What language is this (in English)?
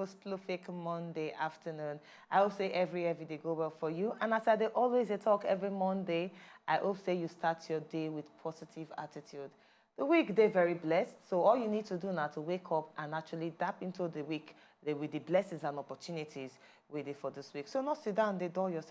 Nigerian Pidgin